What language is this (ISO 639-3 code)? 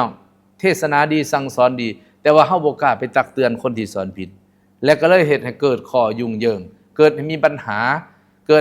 lao